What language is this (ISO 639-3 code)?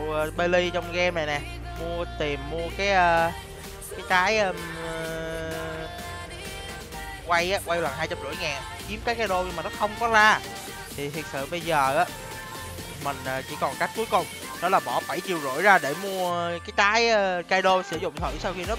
vie